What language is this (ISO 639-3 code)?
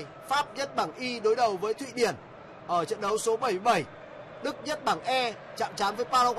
vie